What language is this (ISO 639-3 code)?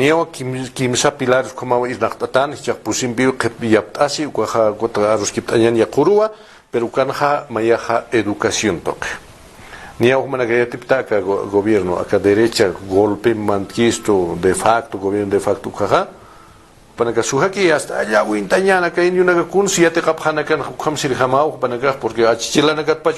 aym